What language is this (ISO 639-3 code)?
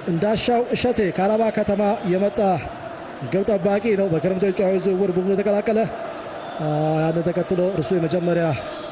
amh